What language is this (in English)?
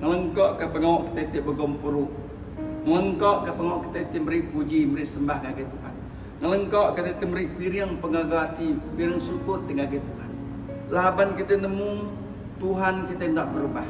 Iban